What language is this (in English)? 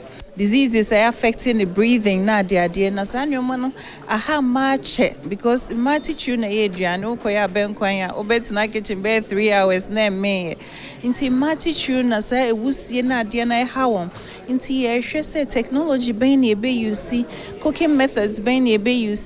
Akan